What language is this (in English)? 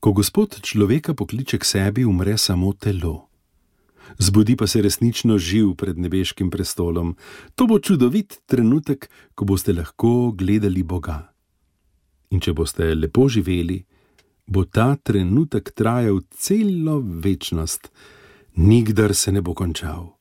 Slovenian